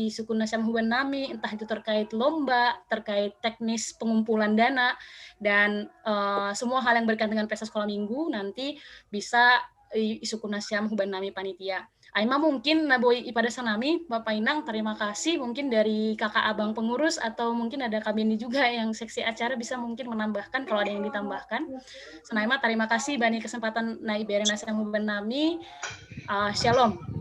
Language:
Batak Simalungun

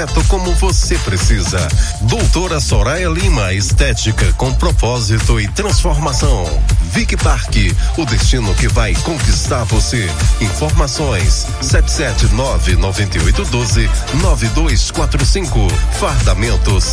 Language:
Portuguese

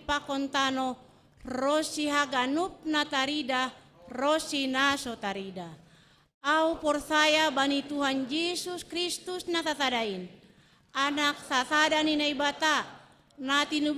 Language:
Batak Simalungun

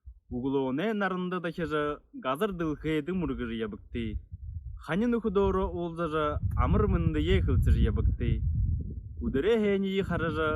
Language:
Buriat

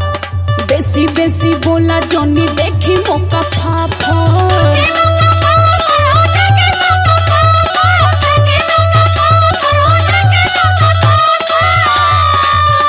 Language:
Bhojpuri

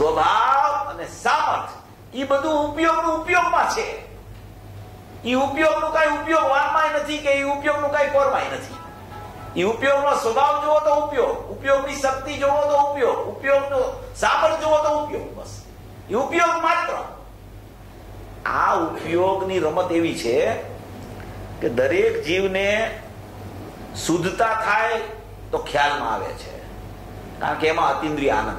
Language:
Gujarati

